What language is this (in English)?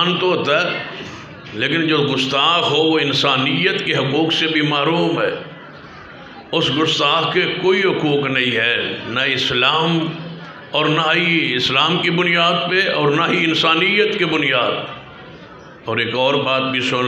Urdu